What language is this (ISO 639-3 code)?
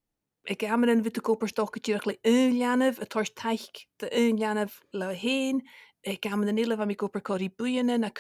gla